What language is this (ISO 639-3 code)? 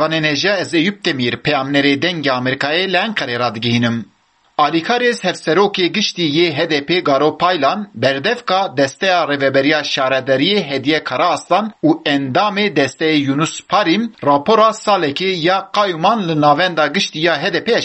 kur